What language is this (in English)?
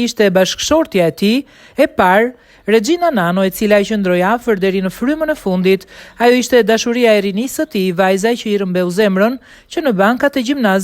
Albanian